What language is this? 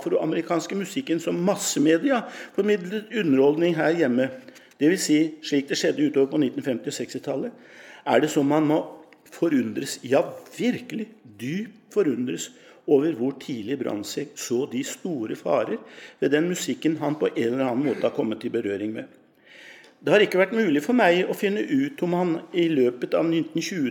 Norwegian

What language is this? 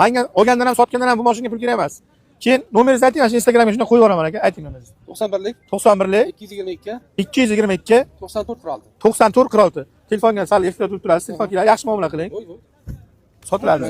Uzbek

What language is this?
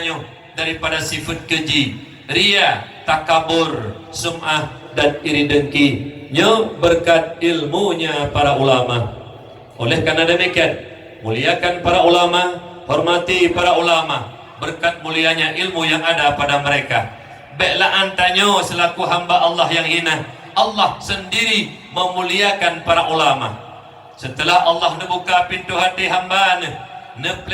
Achinese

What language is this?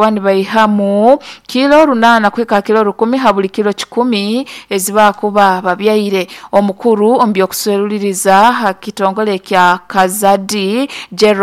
Nyoro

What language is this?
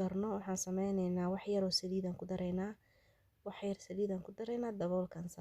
Somali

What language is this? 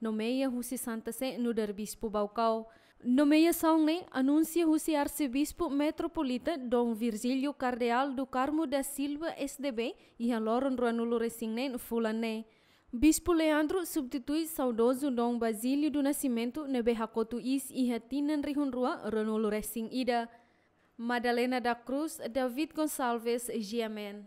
Tetum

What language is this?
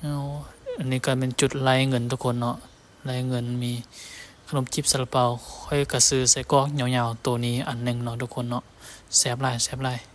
Lao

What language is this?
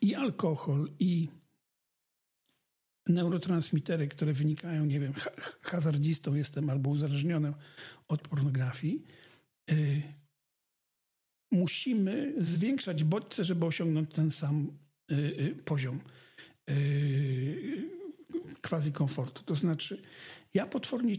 Polish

